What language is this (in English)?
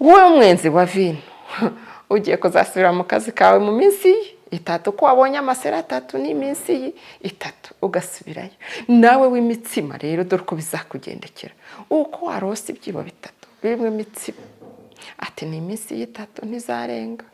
Kinyarwanda